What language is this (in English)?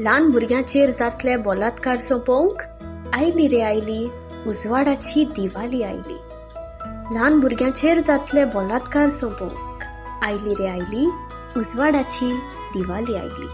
Konkani